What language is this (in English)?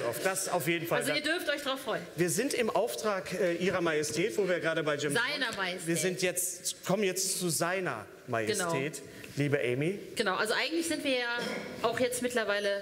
German